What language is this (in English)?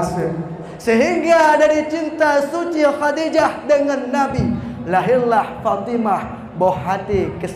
Achinese